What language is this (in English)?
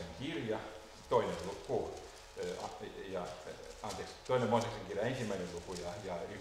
Finnish